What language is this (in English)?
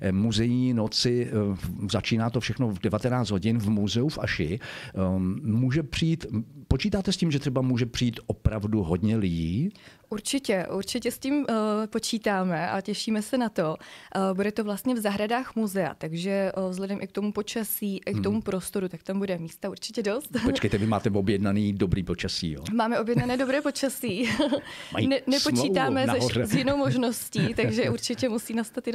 Czech